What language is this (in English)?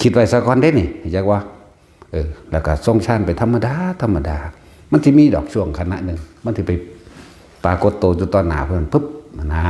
Northeastern Thai